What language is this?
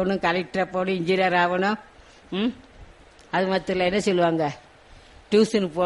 Tamil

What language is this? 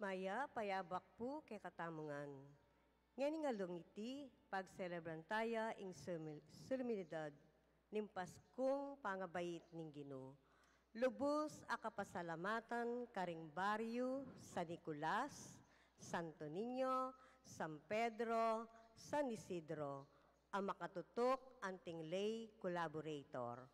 Pampanga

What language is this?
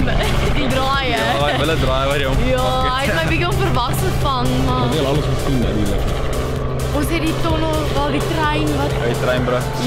Afrikaans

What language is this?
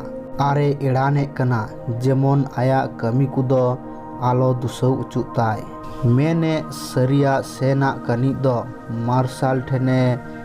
Santali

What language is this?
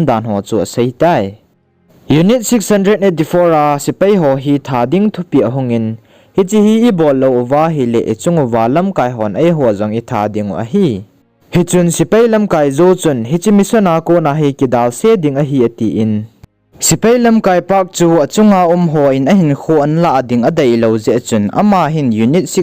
Thado Chin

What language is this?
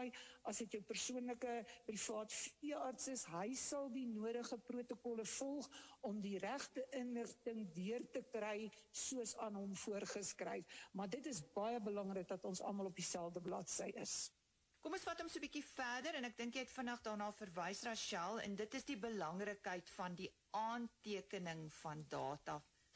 Afrikaans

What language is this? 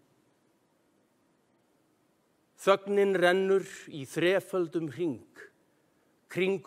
Icelandic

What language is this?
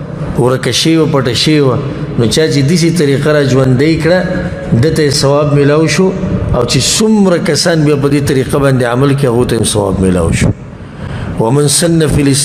Pashto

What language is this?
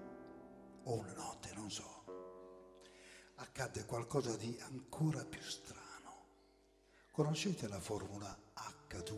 Italian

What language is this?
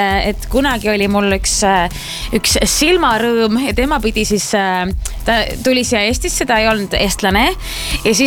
Estonian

